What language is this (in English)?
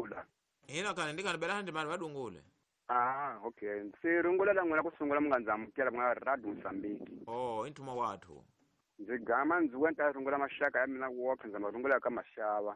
Tsonga